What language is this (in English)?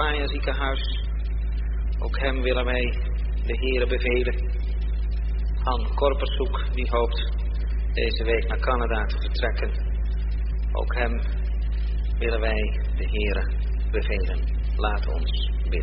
Dutch